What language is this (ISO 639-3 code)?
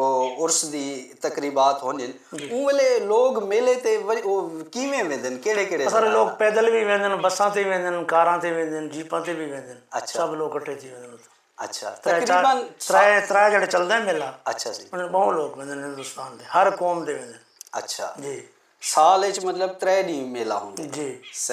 skr